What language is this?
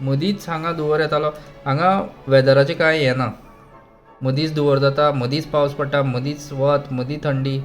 Konkani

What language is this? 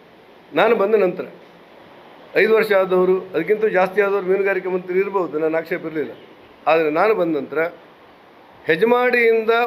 Kannada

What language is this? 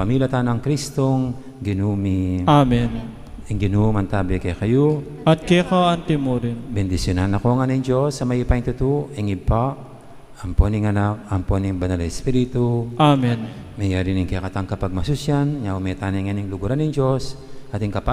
Pampanga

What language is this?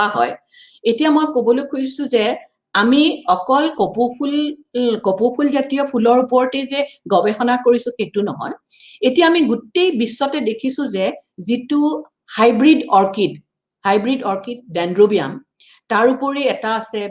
Assamese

